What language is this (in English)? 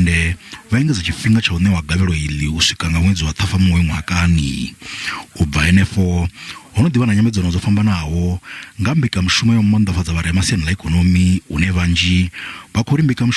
Venda